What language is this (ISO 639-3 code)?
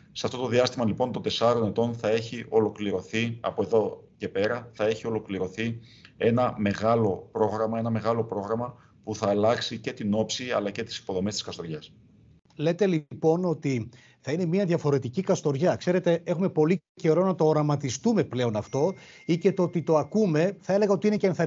ell